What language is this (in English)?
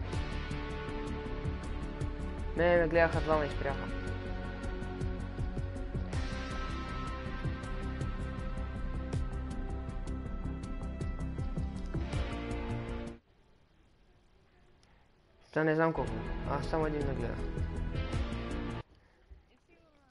Bulgarian